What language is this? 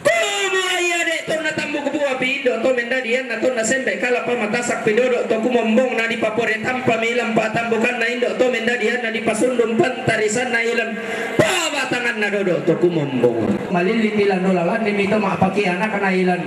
Toraja-Sa'dan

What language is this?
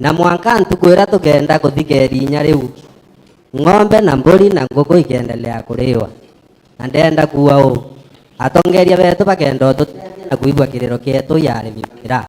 Meru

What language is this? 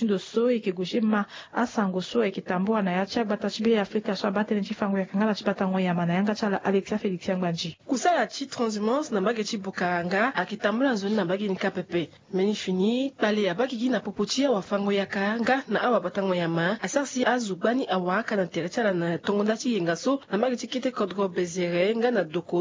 Sango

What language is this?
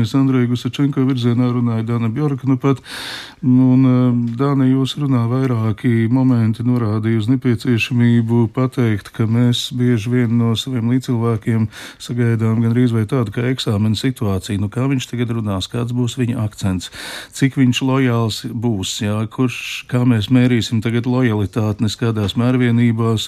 Latvian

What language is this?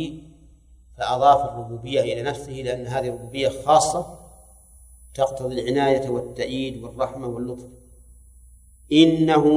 Arabic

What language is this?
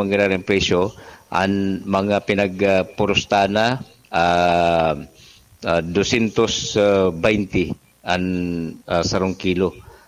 Bikol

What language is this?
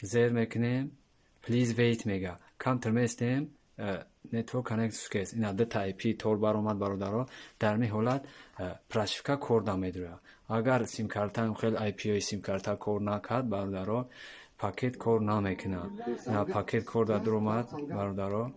Tajik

